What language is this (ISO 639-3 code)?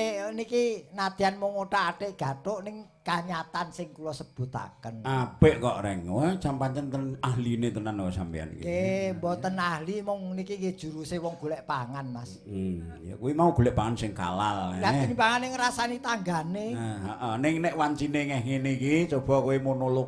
jav